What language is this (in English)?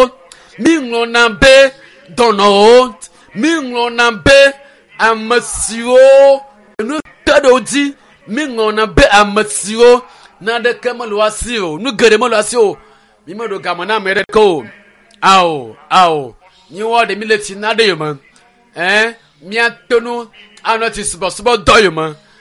Ewe